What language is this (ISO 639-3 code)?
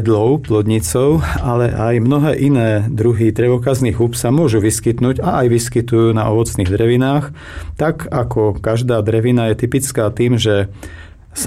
slk